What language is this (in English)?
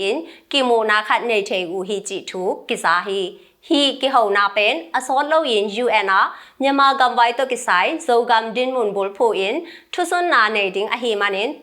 Tedim Chin